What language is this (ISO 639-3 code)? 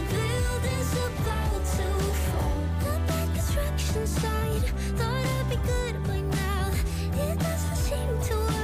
eng